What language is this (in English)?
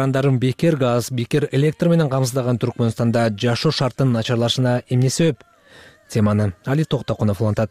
Kyrgyz